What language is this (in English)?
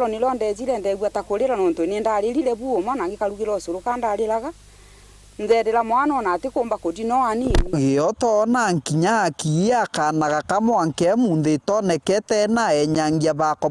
Meru